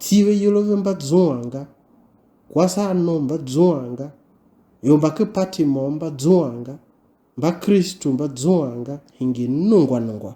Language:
Tiv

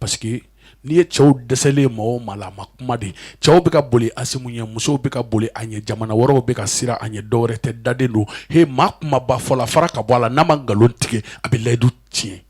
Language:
Bambara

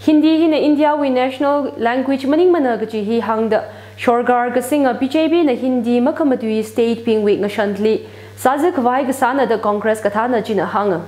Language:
Tangkhul Naga (India)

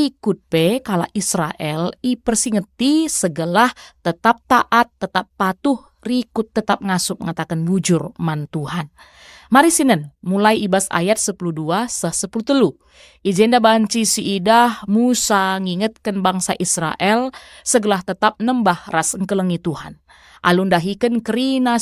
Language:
Batak Karo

